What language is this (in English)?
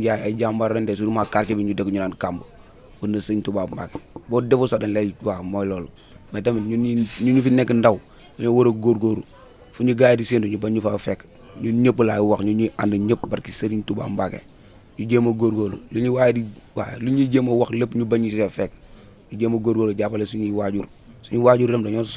Wolof